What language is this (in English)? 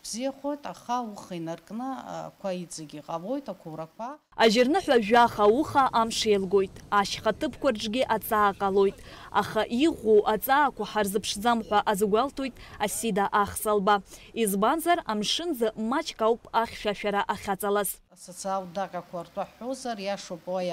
Abkhazian